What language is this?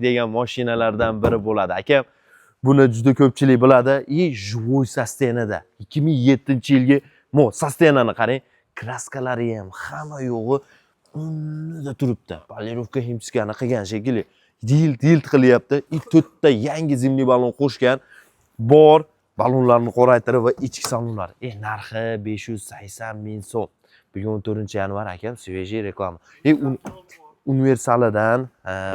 Uzbek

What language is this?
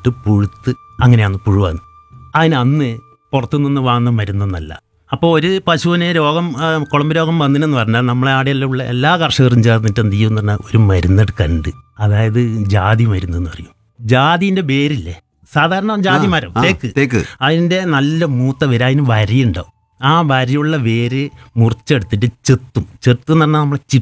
Malayalam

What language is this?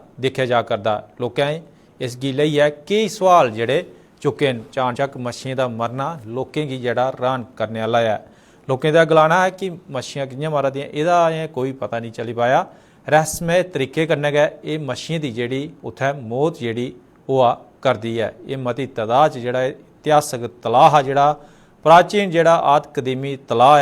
Dogri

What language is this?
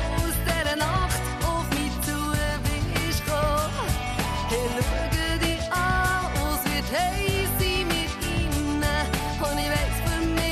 German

